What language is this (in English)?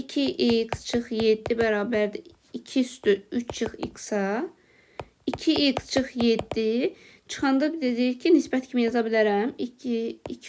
Azerbaijani